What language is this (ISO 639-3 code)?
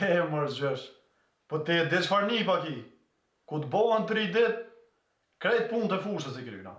sqi